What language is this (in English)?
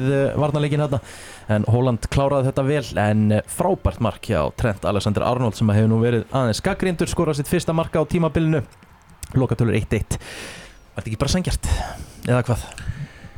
Icelandic